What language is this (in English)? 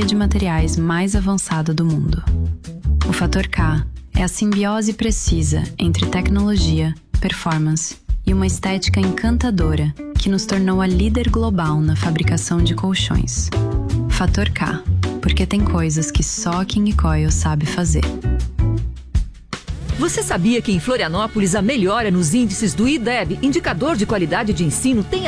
Portuguese